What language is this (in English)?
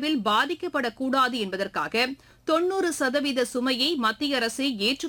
Tamil